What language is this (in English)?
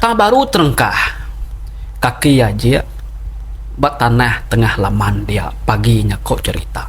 Iban